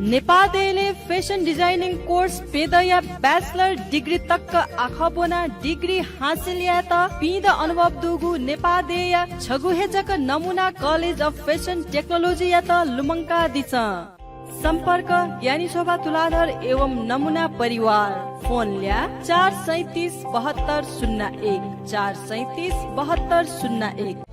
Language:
Newari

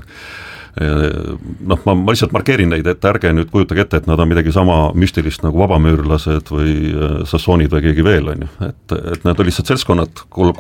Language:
Estonian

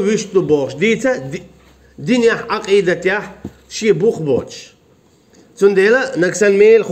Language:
Chechen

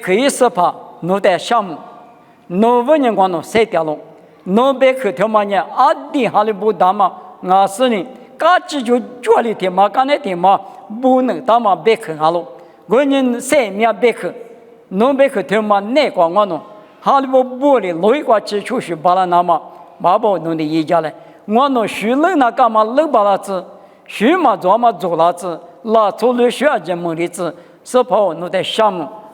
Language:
Lisu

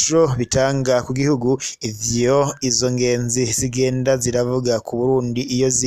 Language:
Rundi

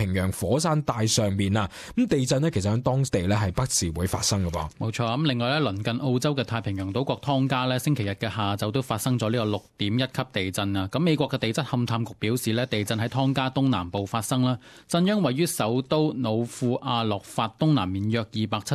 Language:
Cantonese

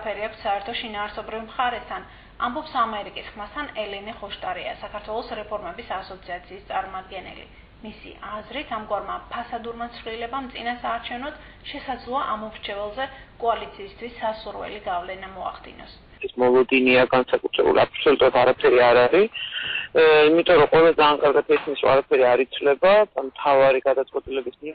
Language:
Georgian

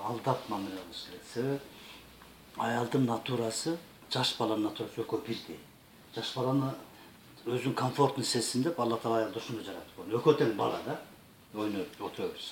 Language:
Kyrgyz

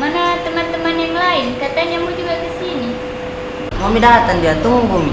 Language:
Makassar Malay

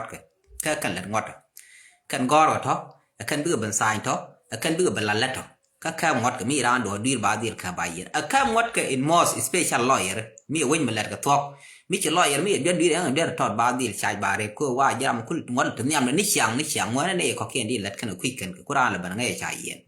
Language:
Nuer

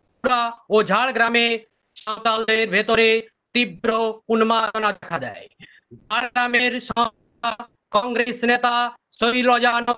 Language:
Bangla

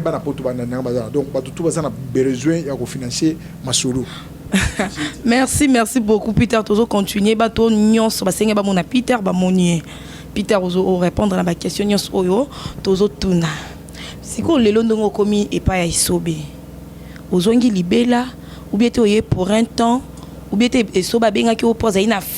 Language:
Lingala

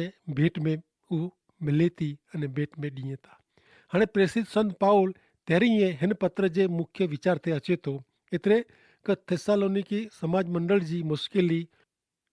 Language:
Kachhi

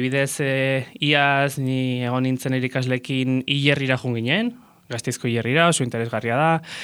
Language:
Basque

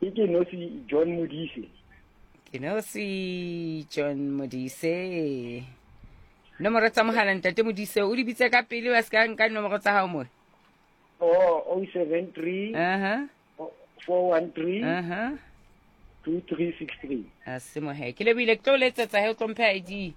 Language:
Southern Sotho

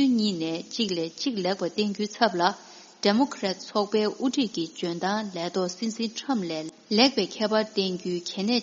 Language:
Tibetan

